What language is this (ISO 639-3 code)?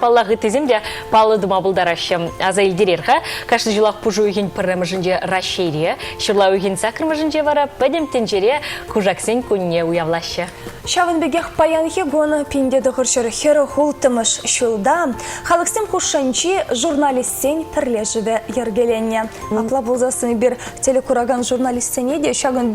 chv